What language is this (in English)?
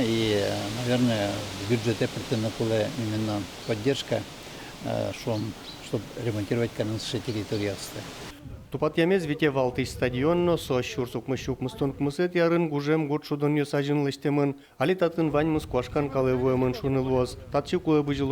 Udmurt